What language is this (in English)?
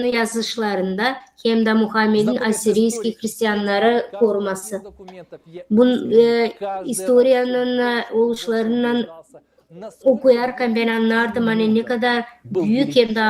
Gagauz